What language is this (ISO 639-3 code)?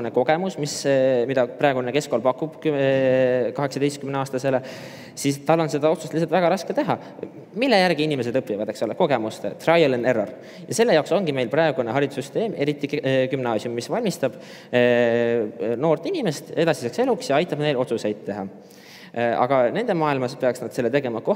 est